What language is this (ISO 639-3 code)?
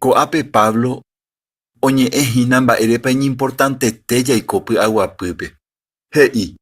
grn